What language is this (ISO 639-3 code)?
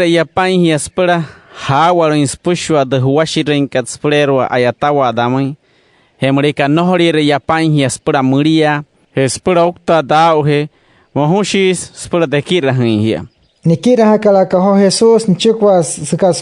guc